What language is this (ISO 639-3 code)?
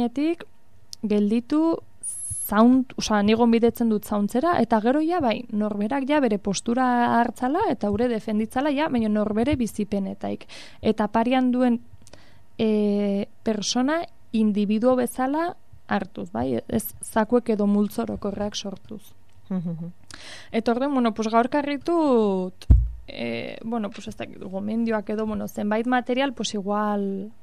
eus